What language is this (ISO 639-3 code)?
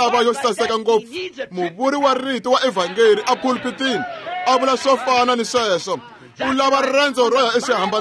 tso